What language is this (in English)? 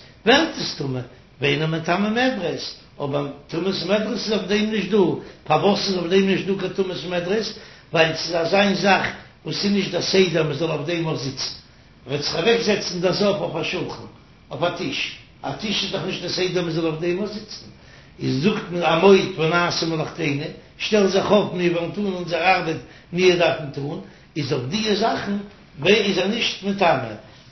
Yiddish